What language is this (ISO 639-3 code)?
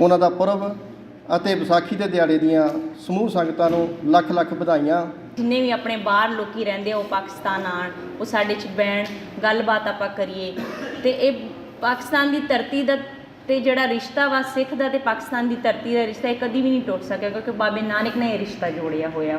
lah